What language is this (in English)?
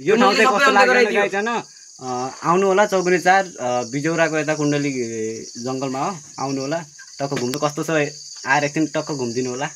Nepali